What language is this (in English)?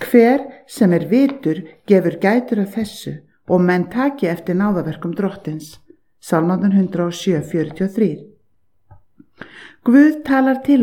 Icelandic